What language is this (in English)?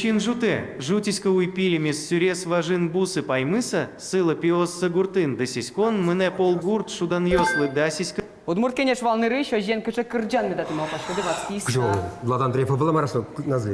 Udmurt